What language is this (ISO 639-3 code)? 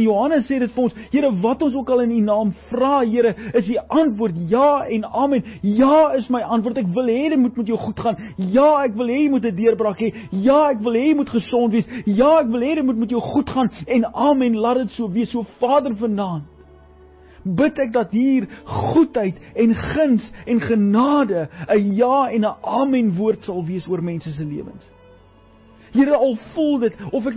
afr